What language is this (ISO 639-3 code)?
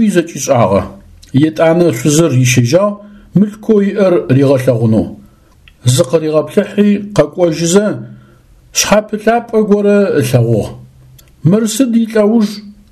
ady